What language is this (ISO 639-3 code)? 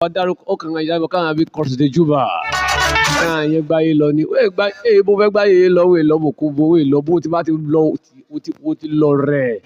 yor